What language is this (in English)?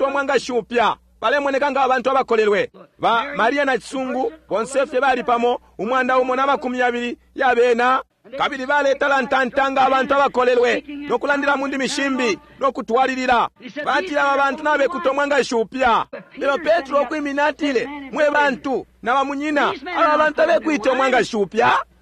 Bemba